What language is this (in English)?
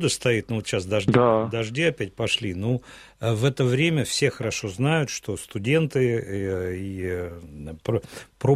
Russian